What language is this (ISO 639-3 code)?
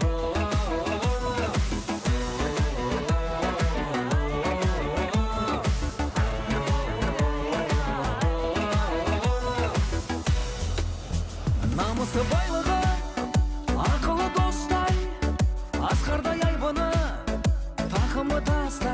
kaz